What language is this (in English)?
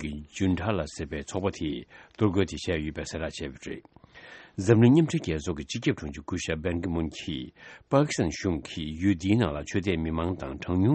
Tibetan